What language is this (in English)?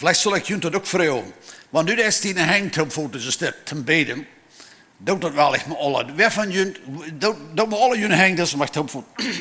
Plautdietsch